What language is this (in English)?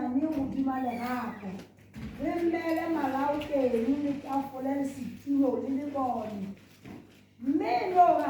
Southern Sotho